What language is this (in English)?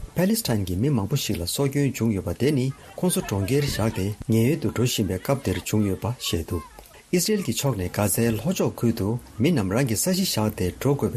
Tibetan